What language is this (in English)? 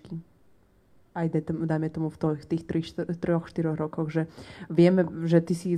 Slovak